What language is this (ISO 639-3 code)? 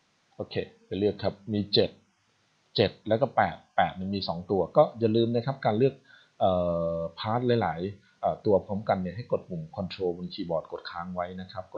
tha